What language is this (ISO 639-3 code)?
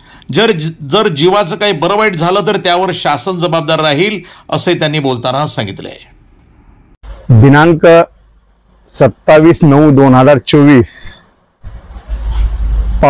mar